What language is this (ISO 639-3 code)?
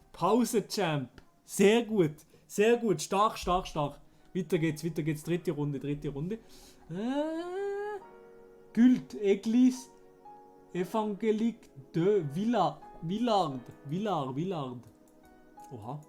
gsw